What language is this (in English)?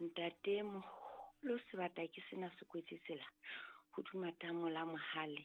Southern Sotho